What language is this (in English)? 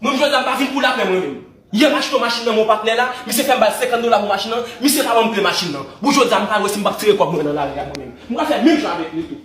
Haitian Creole